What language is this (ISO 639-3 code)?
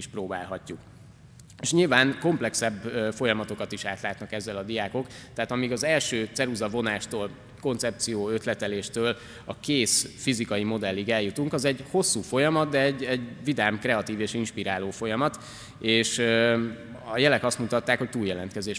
hun